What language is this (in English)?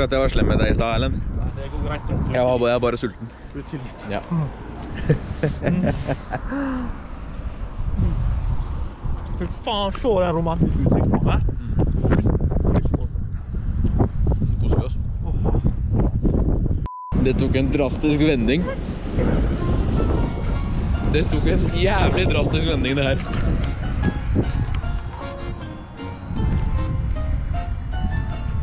Norwegian